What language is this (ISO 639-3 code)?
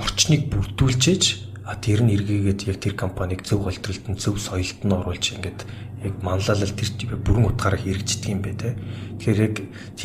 mon